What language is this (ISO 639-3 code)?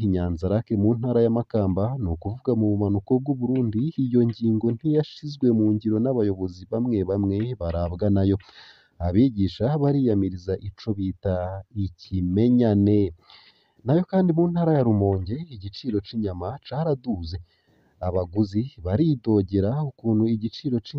run